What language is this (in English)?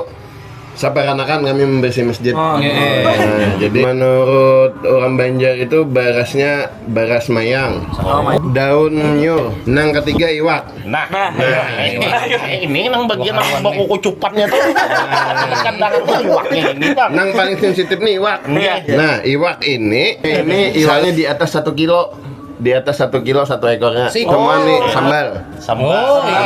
Banjar